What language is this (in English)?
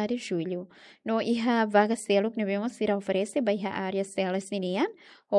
Tetum